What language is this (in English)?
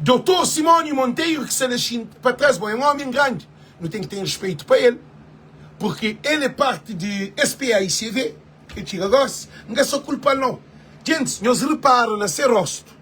Kabuverdianu